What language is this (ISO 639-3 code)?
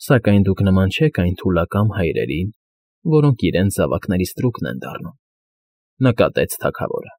hye